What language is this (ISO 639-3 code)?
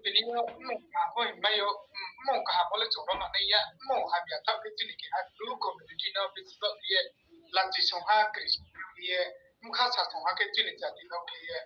ria